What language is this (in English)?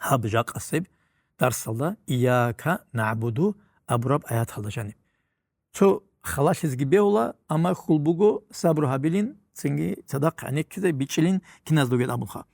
Avaric